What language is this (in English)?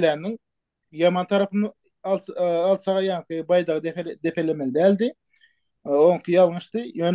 Turkmen